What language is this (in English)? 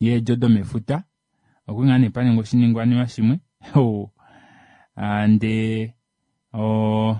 Kuanyama